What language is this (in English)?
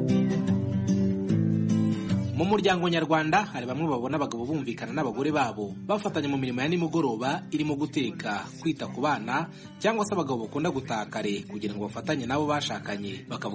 Kinyarwanda